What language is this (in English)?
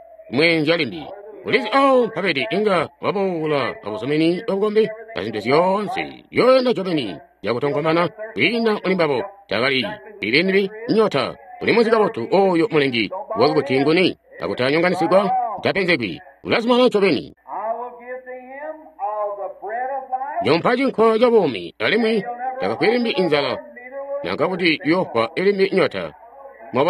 Tonga (Zambia)